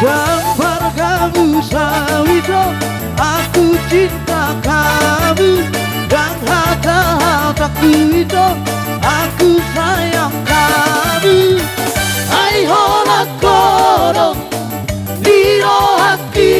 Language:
Batak Toba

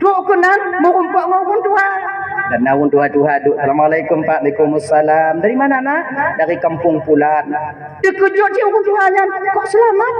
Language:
Achinese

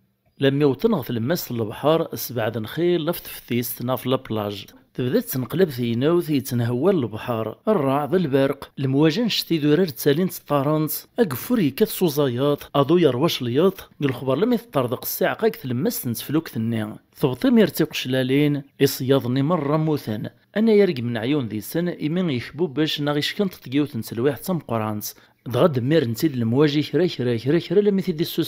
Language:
Kabyle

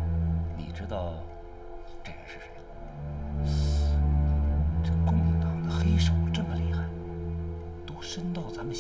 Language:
Chinese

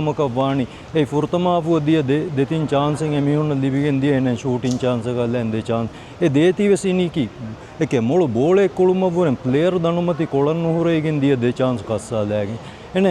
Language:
Divehi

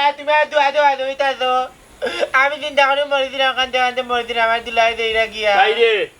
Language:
Sylheti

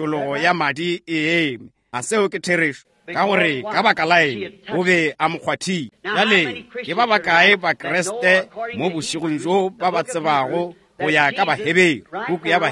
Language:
Northern Sotho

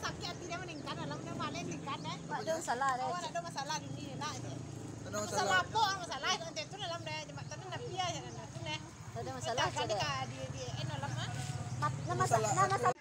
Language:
Minangkabau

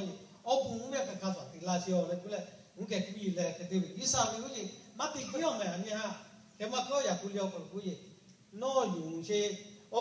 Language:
Lahu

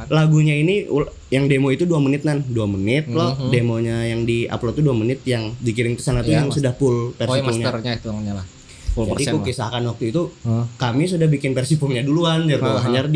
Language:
Banjar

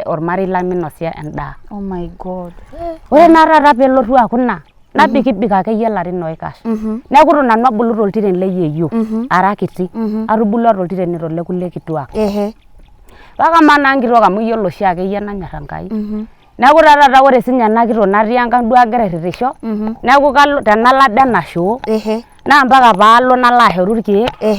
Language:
Masai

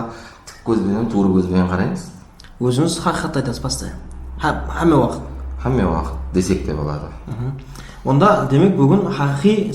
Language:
Kara-Kalpak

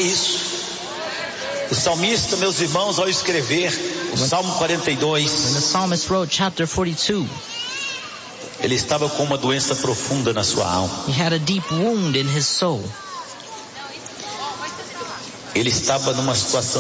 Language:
Portuguese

